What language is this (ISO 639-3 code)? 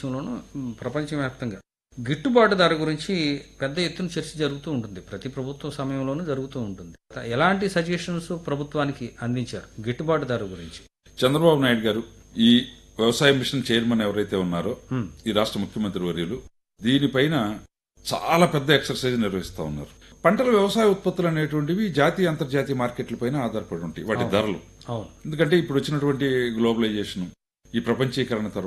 tel